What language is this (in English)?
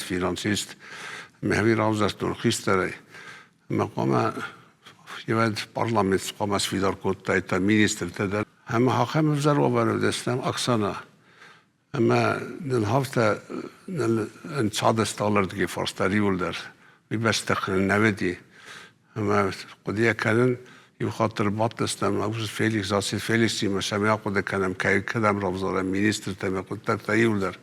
Ossetic